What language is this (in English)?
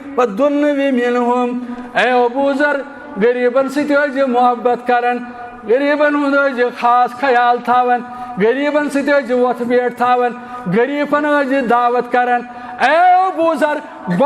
Kashmiri